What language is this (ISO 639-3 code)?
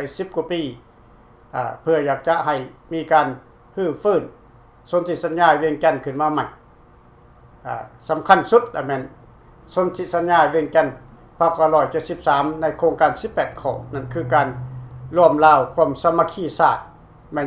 lao